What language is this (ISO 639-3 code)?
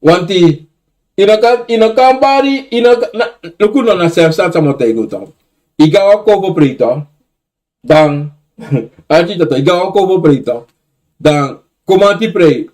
srn